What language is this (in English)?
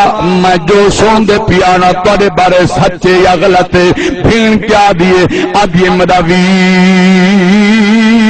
Saraiki